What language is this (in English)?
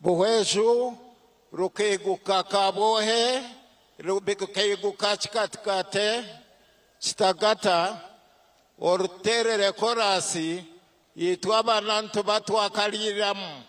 Nyankole